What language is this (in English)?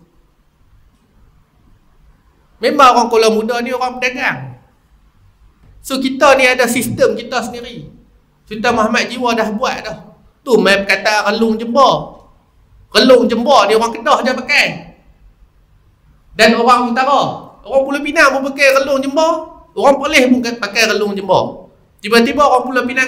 Malay